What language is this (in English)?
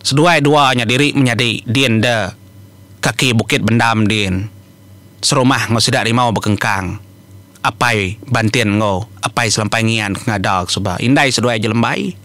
Iban